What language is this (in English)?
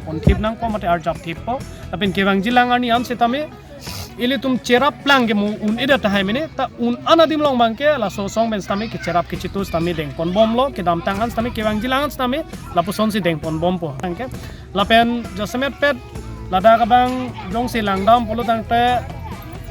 Karbi